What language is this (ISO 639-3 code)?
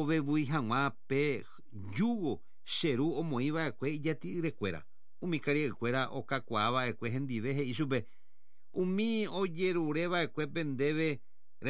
grn